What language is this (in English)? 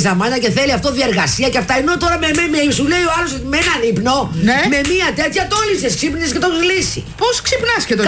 Greek